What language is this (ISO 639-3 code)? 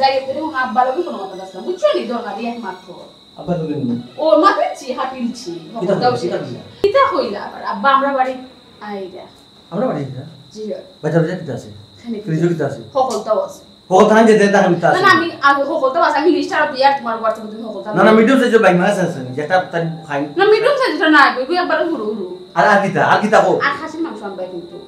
syl